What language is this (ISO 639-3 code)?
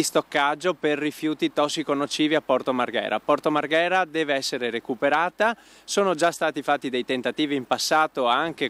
ita